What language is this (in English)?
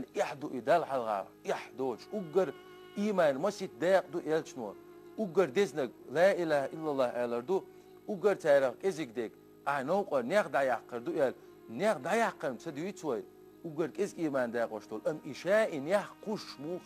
Chechen